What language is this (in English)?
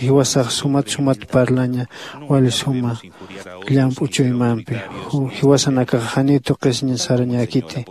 Aymara